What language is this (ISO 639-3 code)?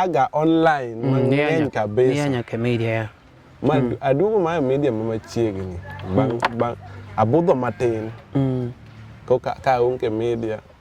luo